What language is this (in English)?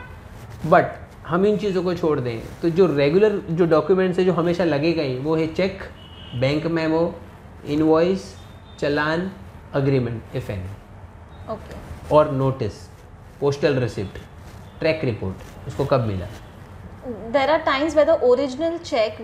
Hindi